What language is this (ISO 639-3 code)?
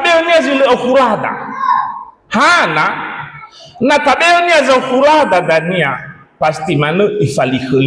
nia